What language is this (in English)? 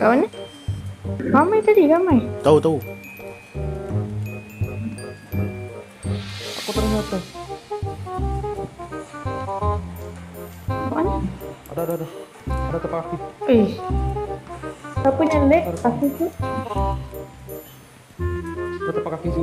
Malay